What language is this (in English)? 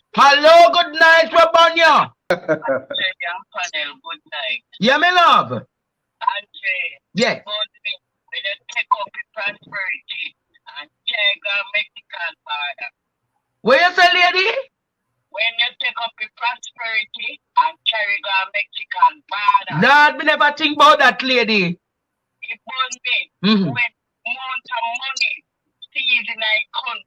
Jamaican Creole English